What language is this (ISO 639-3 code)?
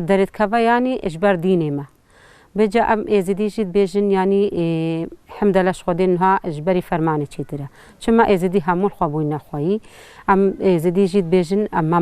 kur